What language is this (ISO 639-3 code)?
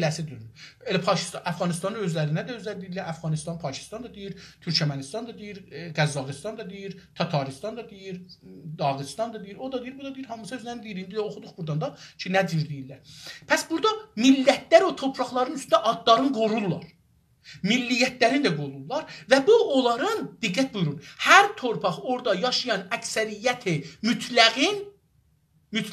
azb